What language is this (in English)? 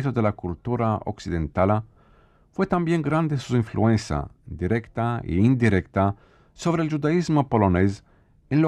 Ladino